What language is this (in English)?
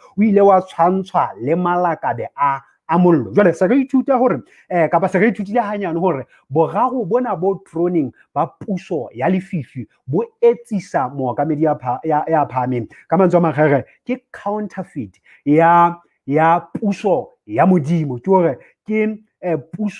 Southern Sotho